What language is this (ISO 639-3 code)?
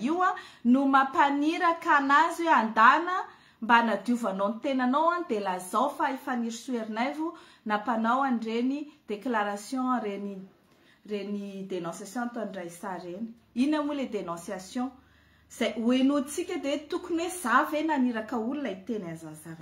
mlg